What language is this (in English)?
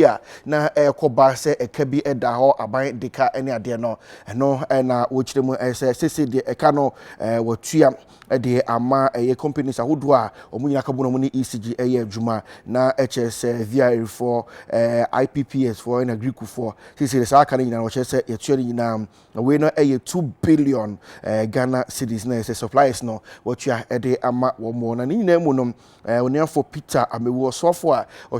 Akan